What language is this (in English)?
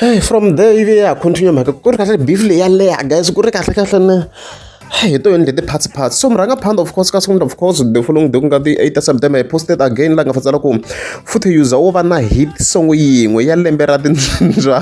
Tsonga